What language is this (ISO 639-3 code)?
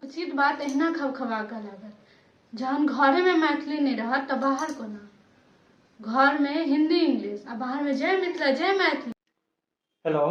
mai